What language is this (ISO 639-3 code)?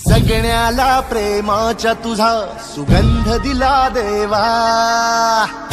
mar